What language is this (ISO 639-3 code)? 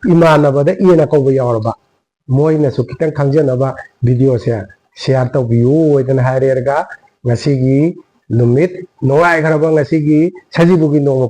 mni